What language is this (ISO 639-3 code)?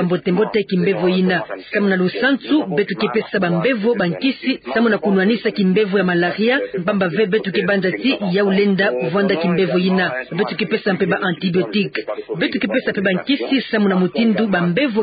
ktu